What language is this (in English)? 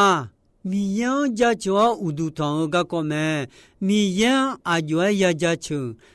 Akha